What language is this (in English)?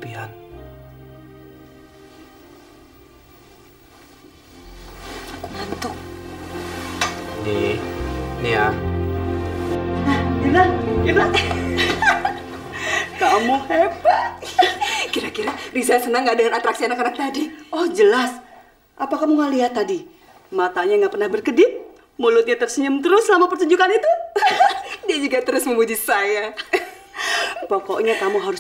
Indonesian